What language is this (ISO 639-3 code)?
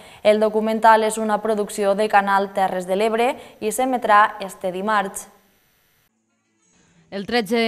cat